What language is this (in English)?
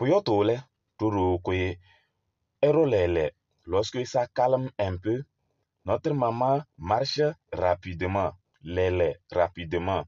Kabiyè